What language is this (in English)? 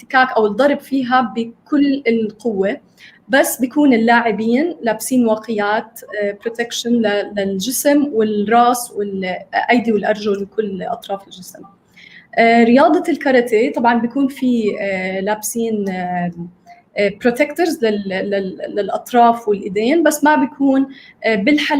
North Levantine Arabic